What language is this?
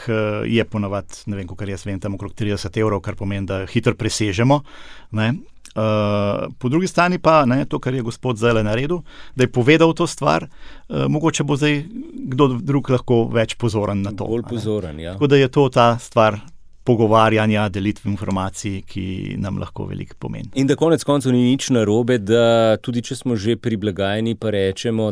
Slovenian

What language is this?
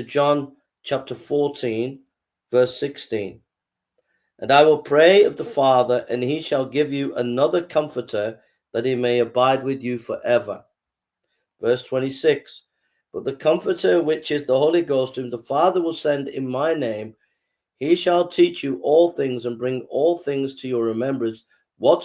English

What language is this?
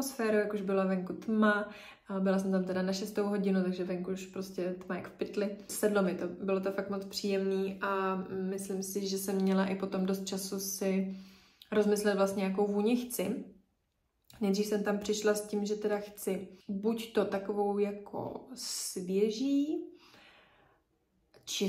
Czech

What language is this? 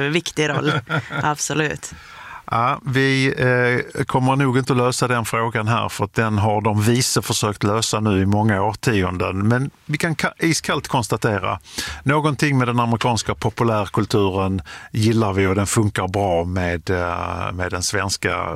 Swedish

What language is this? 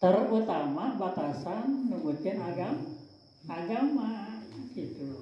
Sundanese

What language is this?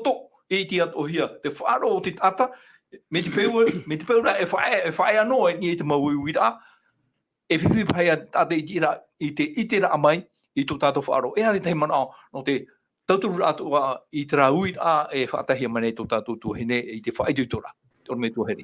Tahitian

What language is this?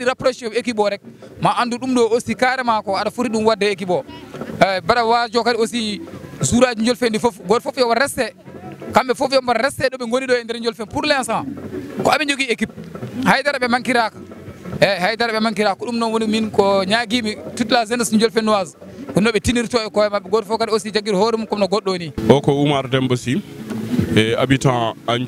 Fula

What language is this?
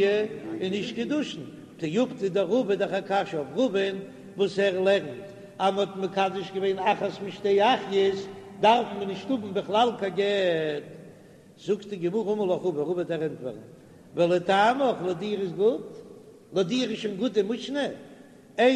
Yiddish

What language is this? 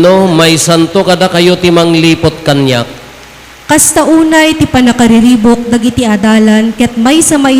Iloko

